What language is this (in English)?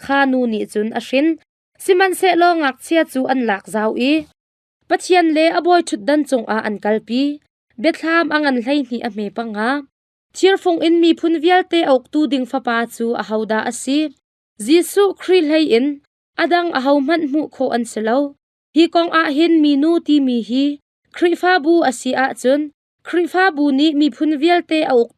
Hakha Chin